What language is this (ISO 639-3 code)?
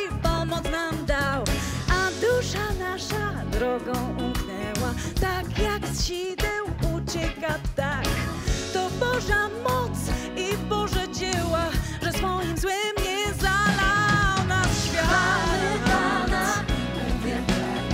pol